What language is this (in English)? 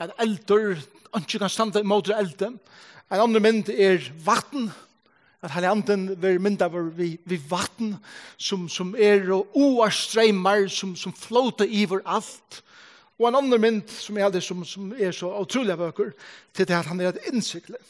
Faroese